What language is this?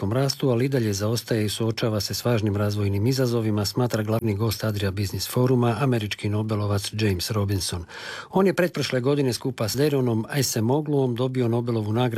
Croatian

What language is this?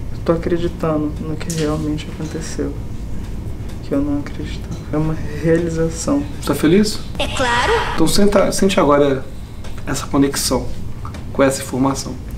Portuguese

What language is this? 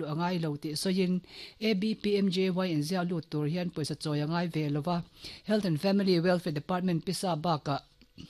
Mizo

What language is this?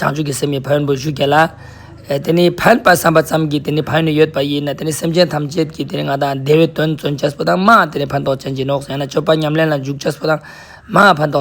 Ladakhi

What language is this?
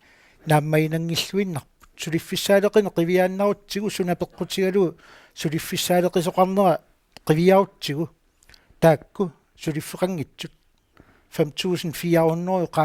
Kalaallisut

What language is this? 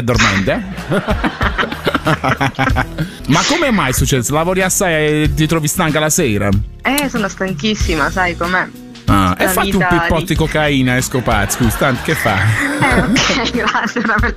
Italian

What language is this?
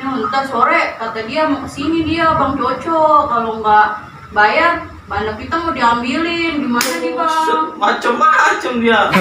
Betawi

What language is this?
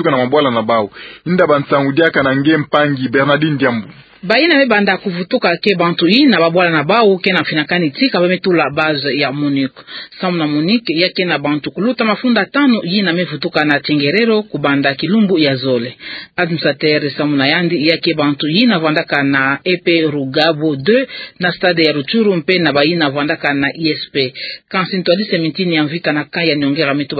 Kituba (Democratic Republic of Congo)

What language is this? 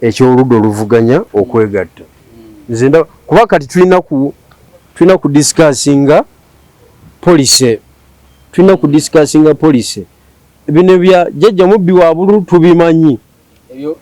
Ganda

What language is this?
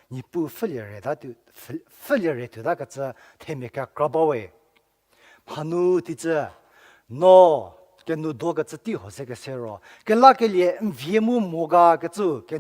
Angami Naga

